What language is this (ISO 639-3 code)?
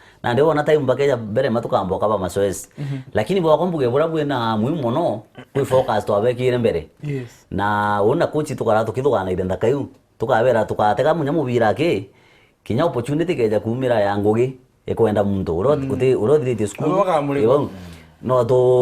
mer